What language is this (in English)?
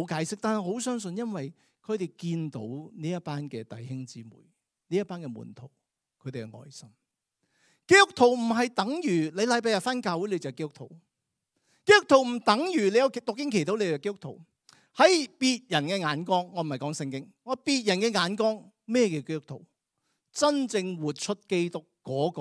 Cantonese